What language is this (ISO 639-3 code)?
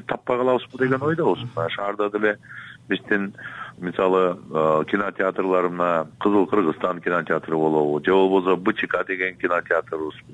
kir